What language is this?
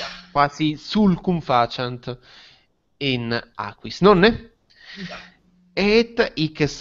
Latin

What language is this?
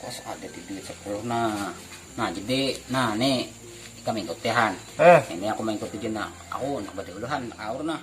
Banjar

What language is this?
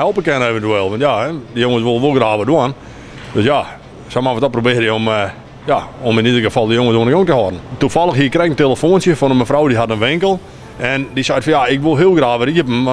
Western Frisian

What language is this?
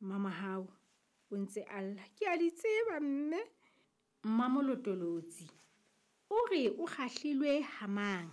Southern Sotho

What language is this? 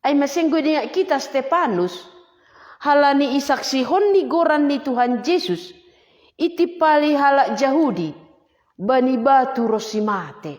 Batak Simalungun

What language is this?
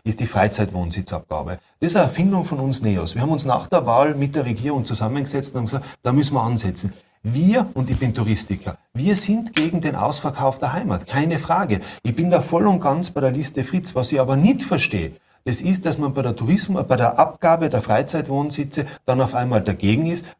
German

